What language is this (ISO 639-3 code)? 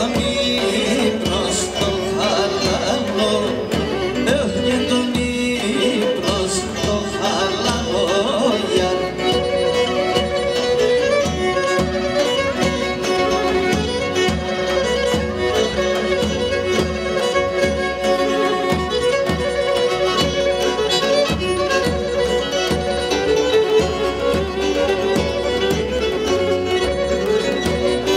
ell